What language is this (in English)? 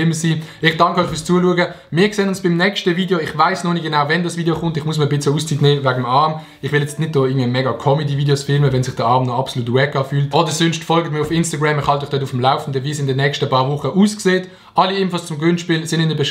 Swiss German